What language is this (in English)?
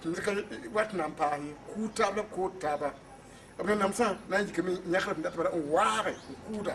Mossi